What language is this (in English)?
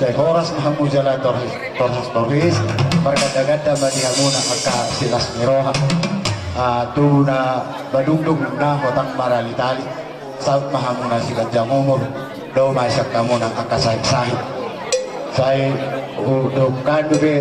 Batak Toba